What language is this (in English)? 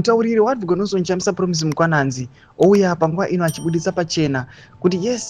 Shona